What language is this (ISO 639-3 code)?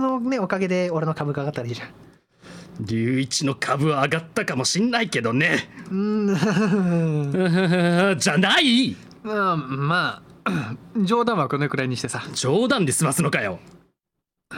jpn